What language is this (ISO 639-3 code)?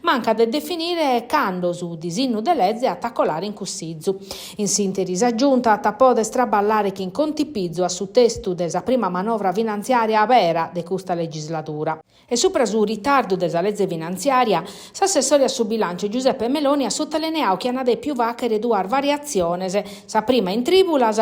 srd